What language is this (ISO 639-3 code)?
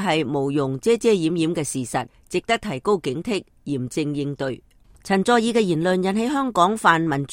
yue